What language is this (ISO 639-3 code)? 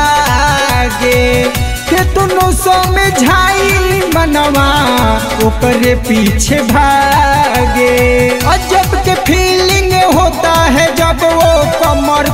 bho